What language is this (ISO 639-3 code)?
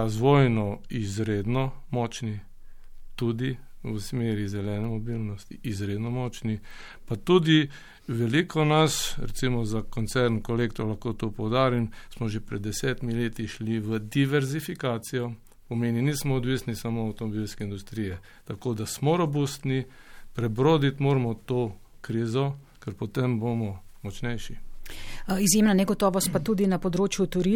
slv